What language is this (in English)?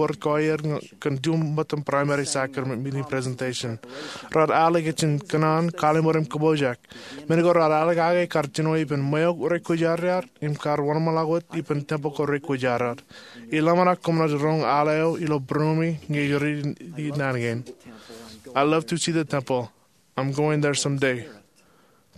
Marshallese